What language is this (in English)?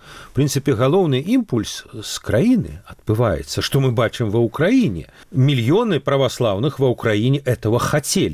Belarusian